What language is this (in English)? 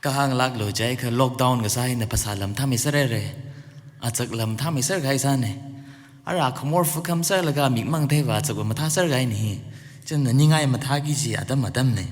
Tangkhul Naga (India)